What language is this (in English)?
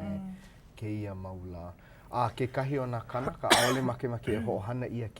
Hawaiian